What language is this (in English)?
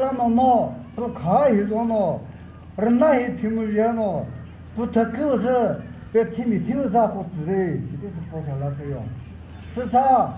Chokri Naga